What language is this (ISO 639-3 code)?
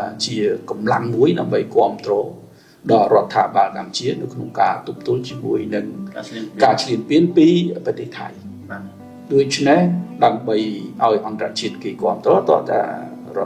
khm